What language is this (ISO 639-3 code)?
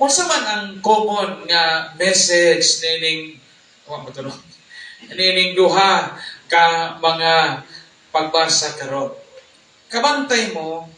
ceb